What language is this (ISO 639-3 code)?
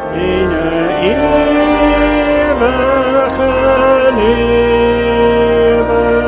afr